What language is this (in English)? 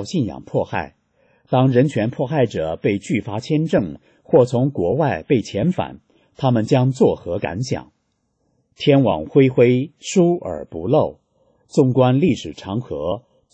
Chinese